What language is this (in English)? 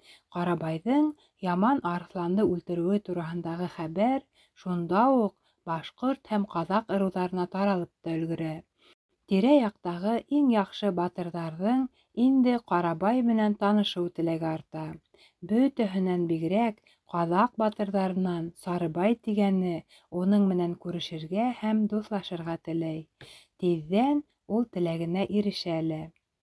Bashkir